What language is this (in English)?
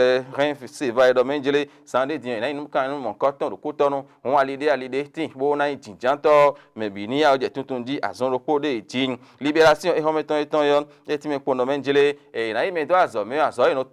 Fon